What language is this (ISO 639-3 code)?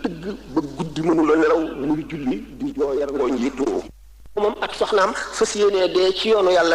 wol